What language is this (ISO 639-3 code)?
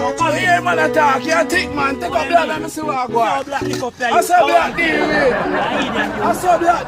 jam